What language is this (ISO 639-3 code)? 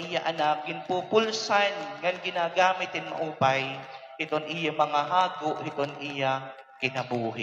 war